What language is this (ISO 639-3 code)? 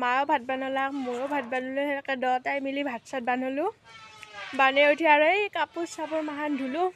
asm